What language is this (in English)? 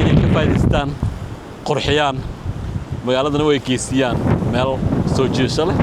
Somali